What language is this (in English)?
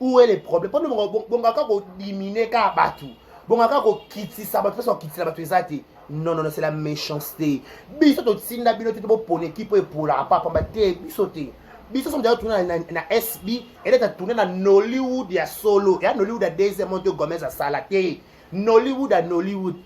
Lingala